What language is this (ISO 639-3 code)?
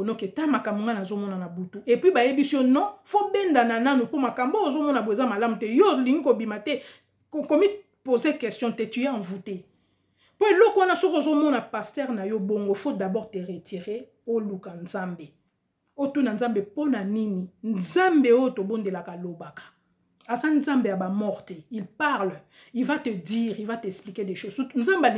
lin